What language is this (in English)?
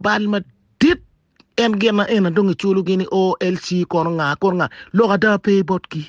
Acoli